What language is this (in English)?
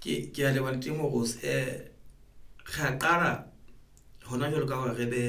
Southern Sotho